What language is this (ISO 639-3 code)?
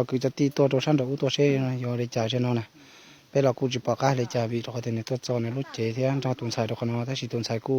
hmn